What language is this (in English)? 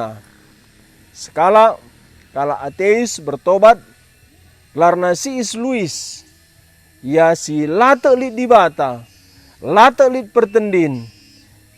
Batak Karo